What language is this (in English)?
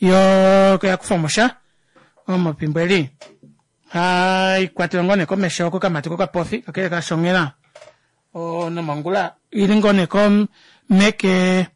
Kuanyama